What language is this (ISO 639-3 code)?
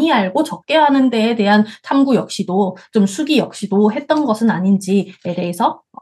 kor